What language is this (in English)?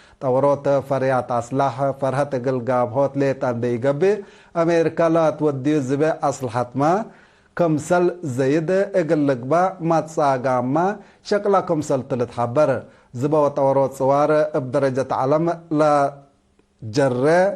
Tigre